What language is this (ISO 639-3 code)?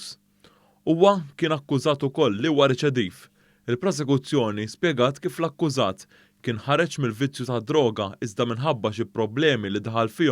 mlt